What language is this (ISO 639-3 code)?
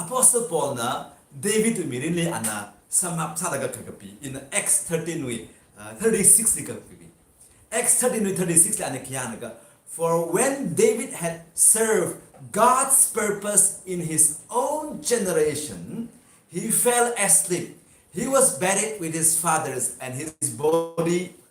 nmf